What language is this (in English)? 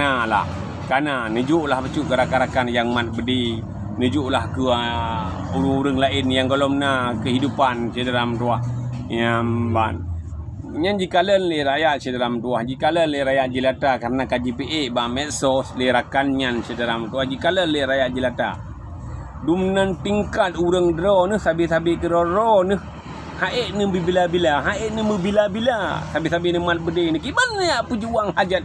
Achinese